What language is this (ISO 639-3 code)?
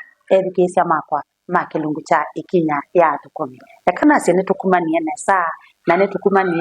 kam